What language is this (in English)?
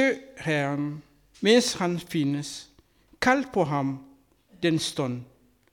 Danish